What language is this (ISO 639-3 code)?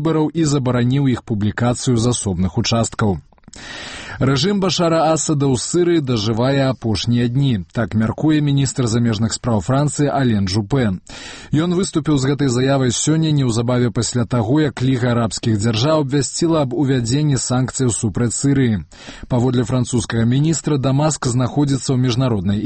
bel